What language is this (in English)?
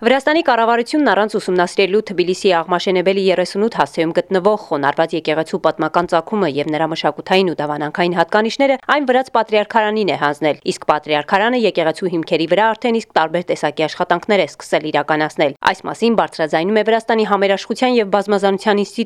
Armenian